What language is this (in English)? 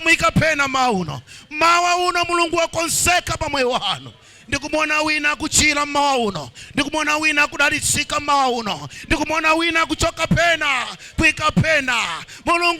Nyanja